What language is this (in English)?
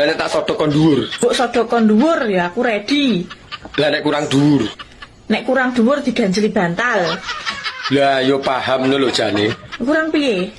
Javanese